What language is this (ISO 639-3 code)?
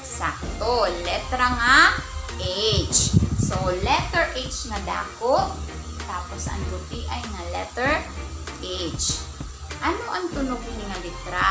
war